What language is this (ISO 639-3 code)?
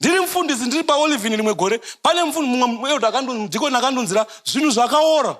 sna